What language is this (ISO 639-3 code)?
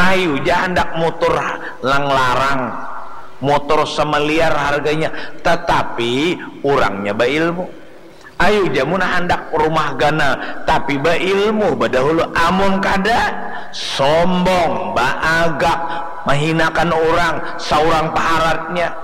bjn